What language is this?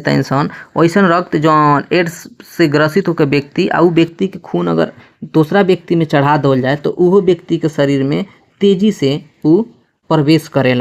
Bhojpuri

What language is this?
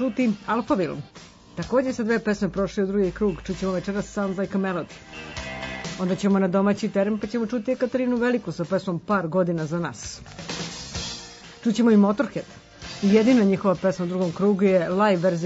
Serbian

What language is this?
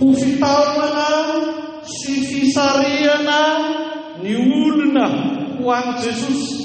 Malagasy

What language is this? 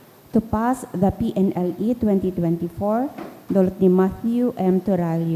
Bikol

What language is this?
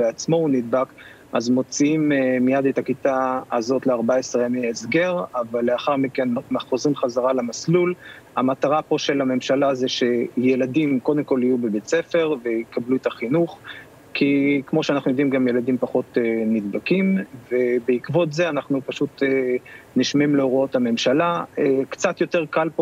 Hebrew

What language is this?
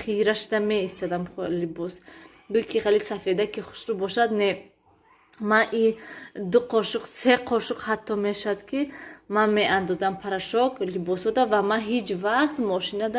Tajik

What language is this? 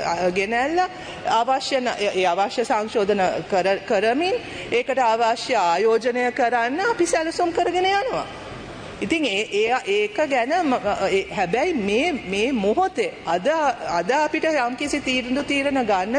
Sinhala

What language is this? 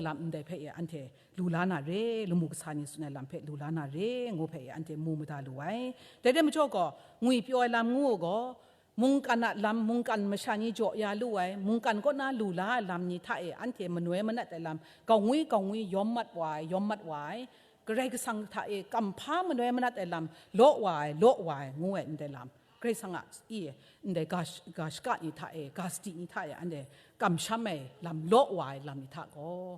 Kachin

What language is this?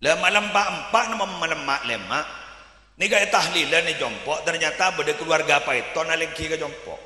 Madurese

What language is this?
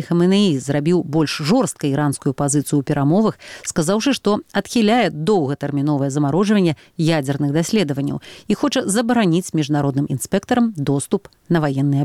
Belarusian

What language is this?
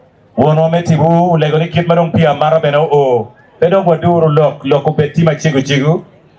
Acoli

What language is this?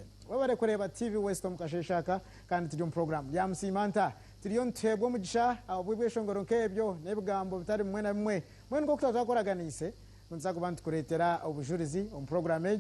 Nyankole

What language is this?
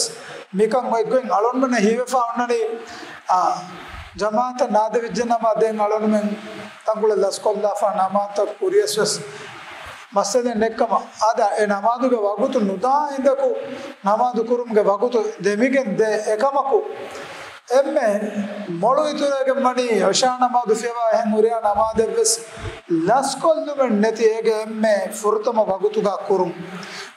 Divehi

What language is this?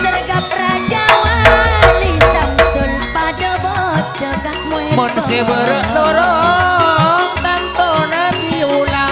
Madurese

